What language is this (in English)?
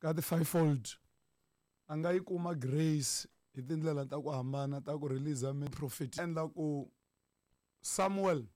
Tsonga